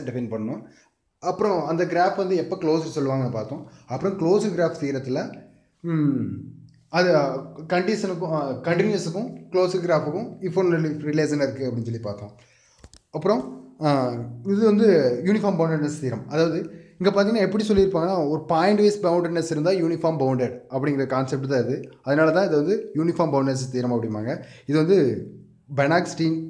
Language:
Tamil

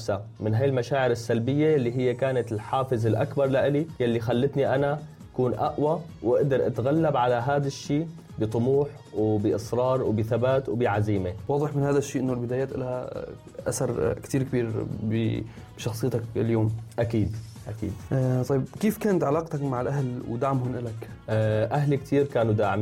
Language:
North Levantine Arabic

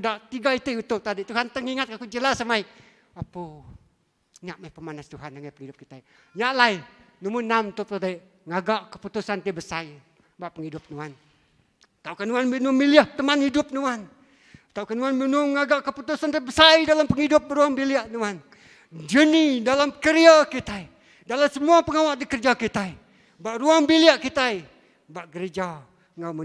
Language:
Iban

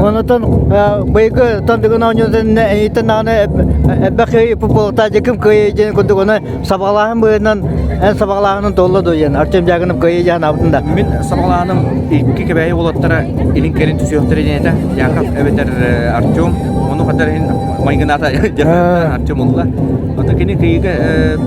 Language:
Yakut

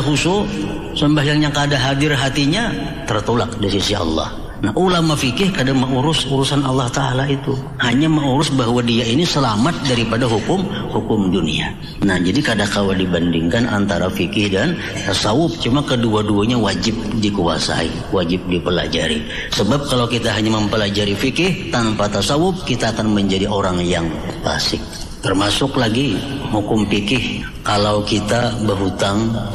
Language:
Banjar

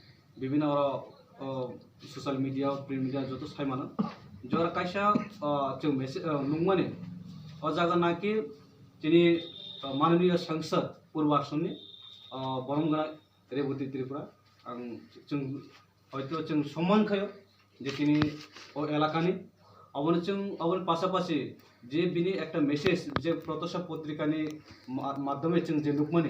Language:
Kok Borok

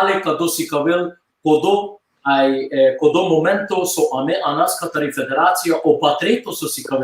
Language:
Balkan Romani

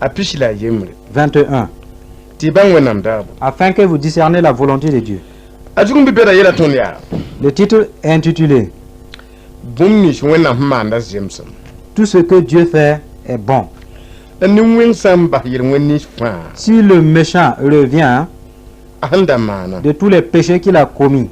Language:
Mossi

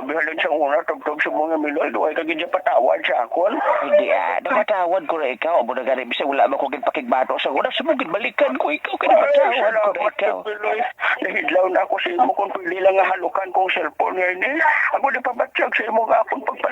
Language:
Hiligaynon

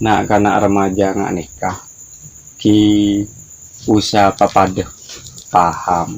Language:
Madurese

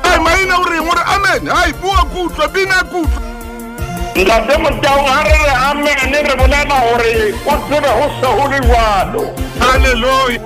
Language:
Southern Sotho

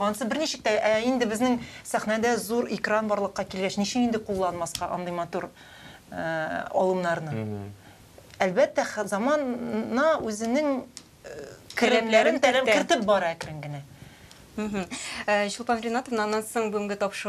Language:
Tatar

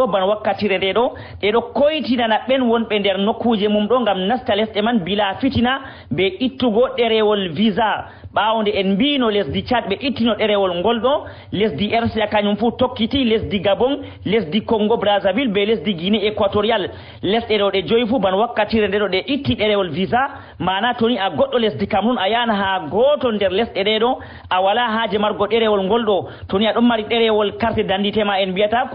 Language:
Fula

